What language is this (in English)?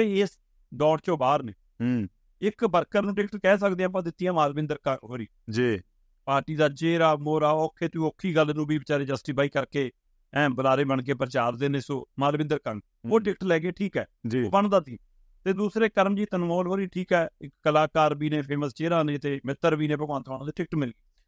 Punjabi